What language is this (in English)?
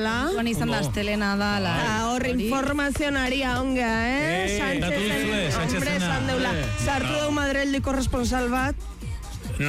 Basque